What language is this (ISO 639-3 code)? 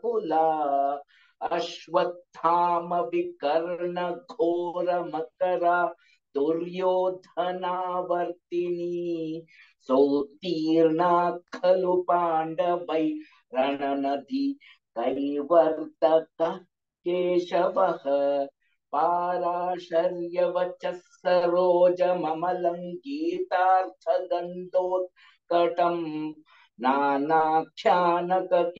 san